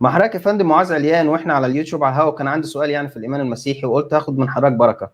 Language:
Egyptian Arabic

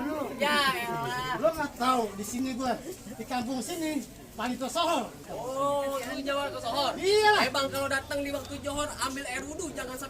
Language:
Betawi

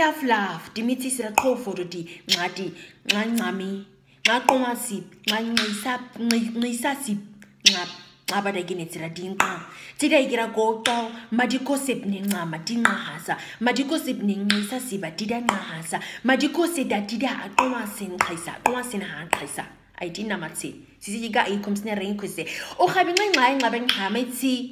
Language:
Nama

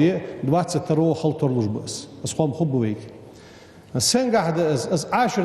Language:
Ingush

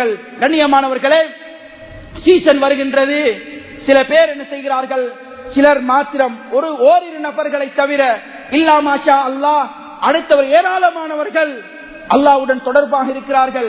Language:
Tamil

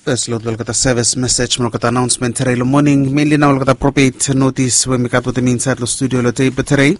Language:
Bislama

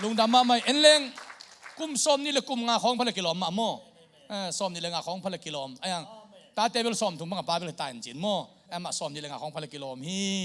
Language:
Tedim Chin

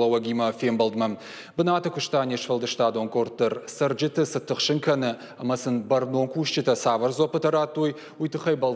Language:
Ossetic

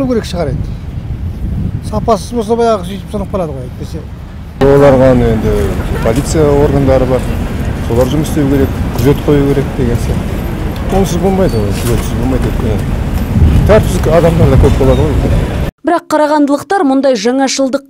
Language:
Kazakh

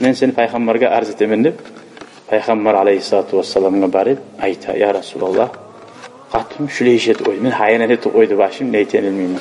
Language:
Kumyk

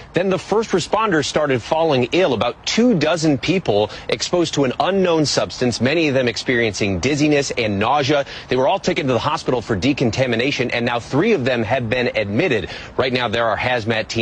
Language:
English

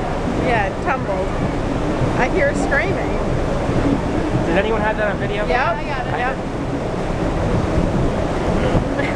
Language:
English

